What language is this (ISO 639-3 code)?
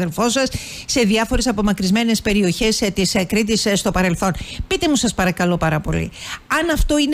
ell